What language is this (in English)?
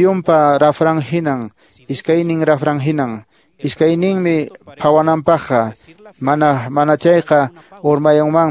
Quechua